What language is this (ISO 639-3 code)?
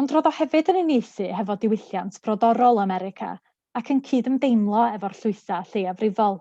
cym